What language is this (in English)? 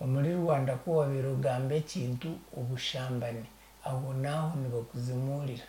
Nyankole